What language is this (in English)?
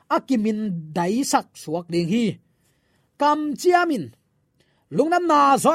Tedim Chin